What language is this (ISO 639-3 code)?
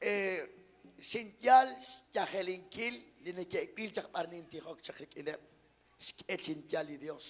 kek